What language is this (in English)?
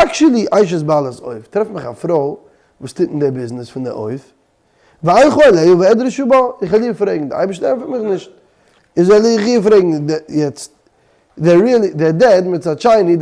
Yiddish